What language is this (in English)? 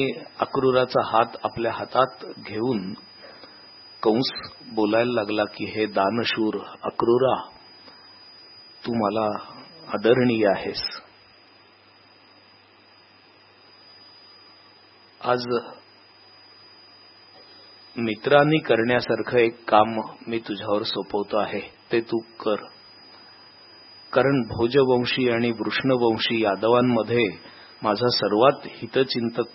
Marathi